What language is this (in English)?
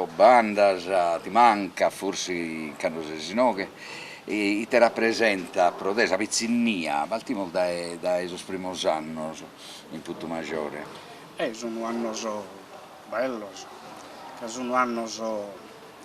Sardinian